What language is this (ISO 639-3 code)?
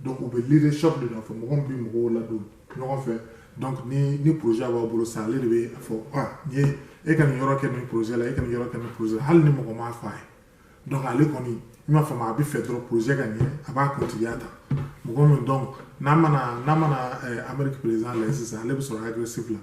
bam